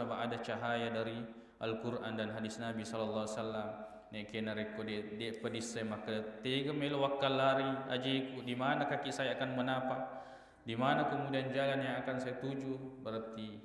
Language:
Buginese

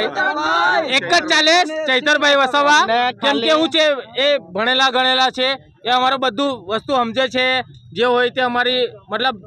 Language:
Gujarati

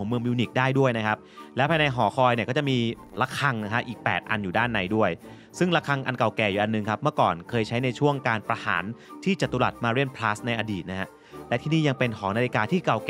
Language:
Thai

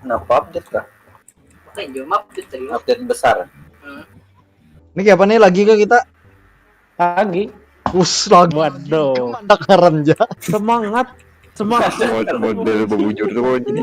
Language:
Banjar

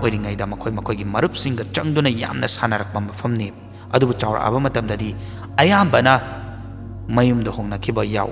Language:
Manipuri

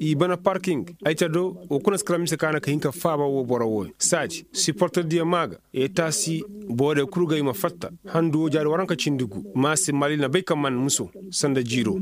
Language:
Koyraboro Senni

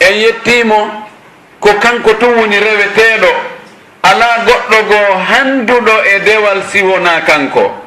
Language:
Fula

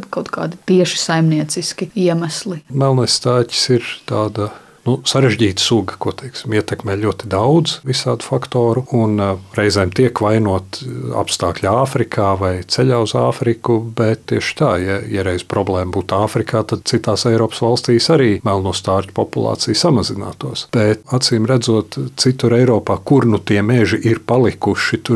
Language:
Latvian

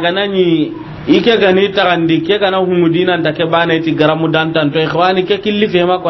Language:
Soninke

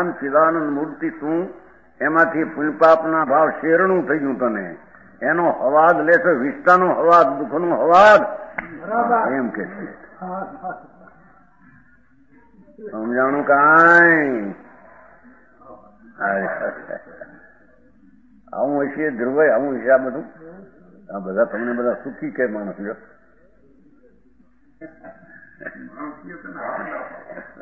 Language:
Gujarati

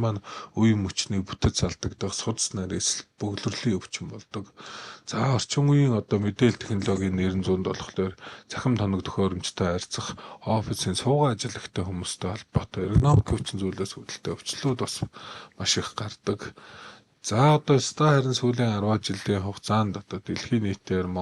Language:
Mongolian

